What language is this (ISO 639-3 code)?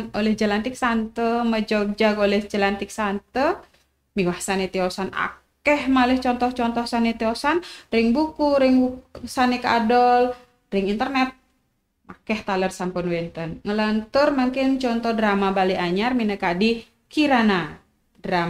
ban